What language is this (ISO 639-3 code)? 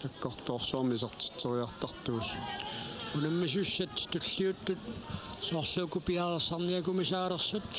kal